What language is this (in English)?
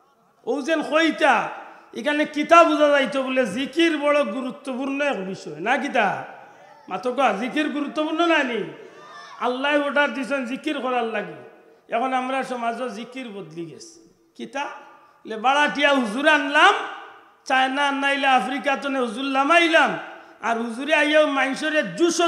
Sylheti